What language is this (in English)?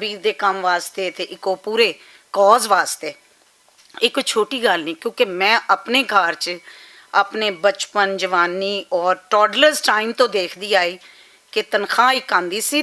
Western Panjabi